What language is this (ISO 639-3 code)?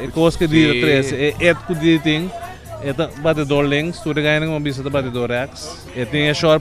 pap